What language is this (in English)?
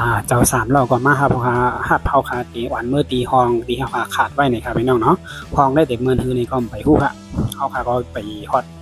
Shan